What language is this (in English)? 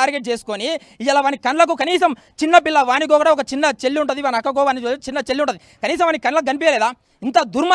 Telugu